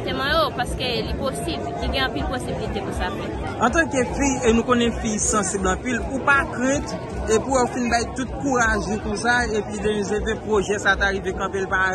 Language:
Haitian Creole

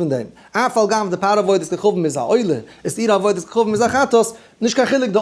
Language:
Yiddish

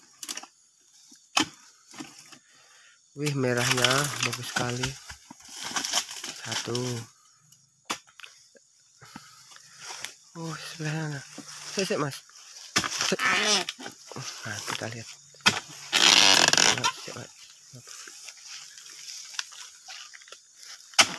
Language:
Indonesian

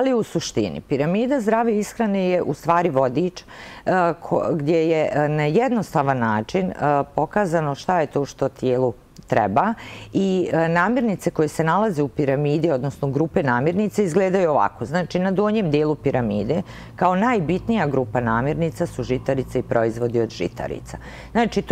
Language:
Bosnian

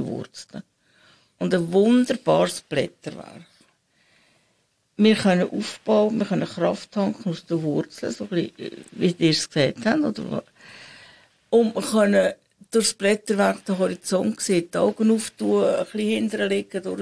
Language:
German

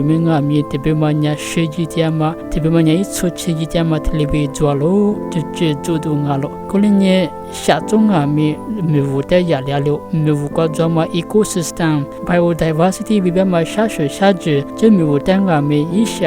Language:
Lisu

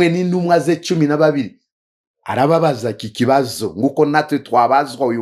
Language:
Kinyarwanda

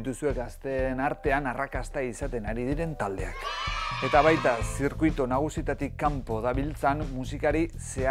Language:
Basque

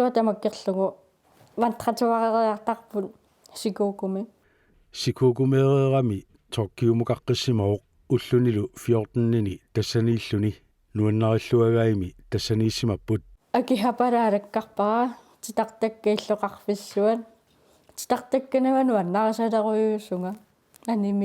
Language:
Kalaallisut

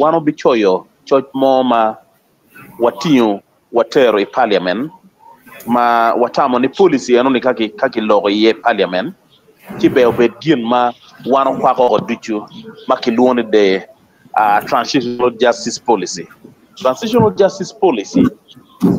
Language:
Acoli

